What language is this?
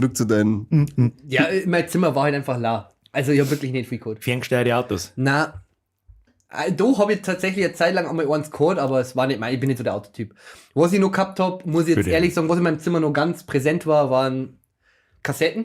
Bavarian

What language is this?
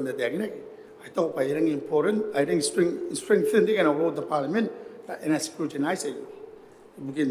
Gilbertese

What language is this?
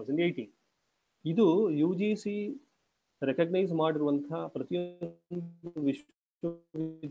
Kannada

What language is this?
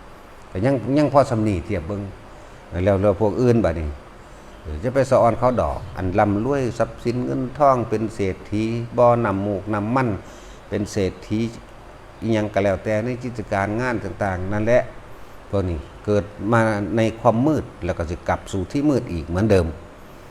Lao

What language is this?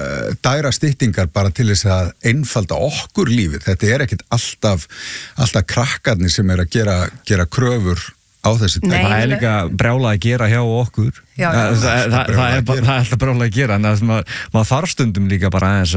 Icelandic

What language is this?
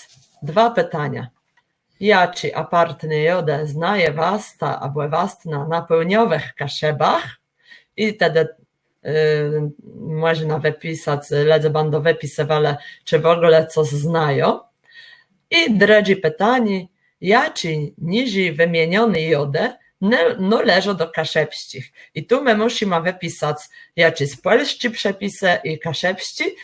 Kashubian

